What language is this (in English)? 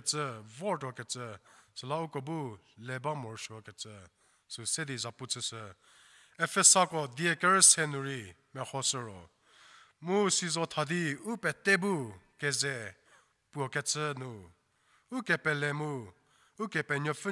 Angami Naga